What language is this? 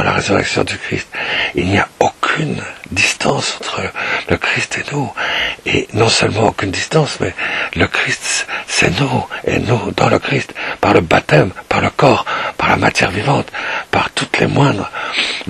French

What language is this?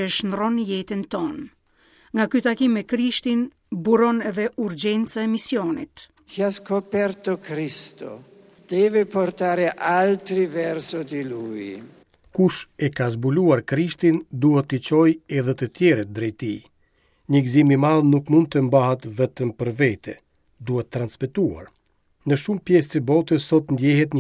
Albanian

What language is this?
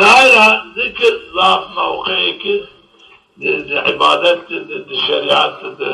Zaza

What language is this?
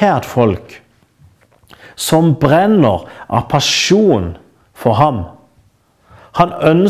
Norwegian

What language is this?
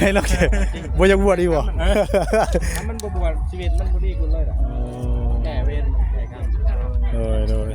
Northeastern Thai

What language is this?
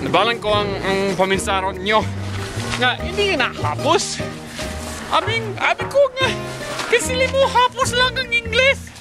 Hiligaynon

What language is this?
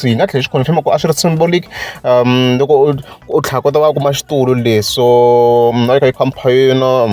Tsonga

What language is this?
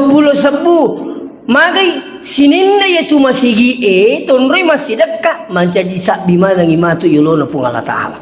Buginese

